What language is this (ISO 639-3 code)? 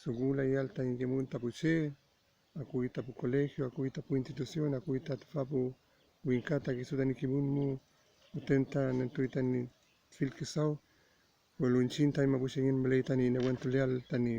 arn